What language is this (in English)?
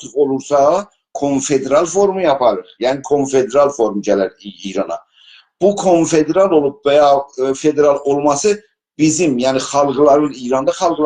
South Azerbaijani